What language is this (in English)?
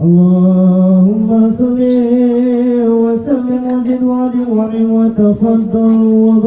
Betawi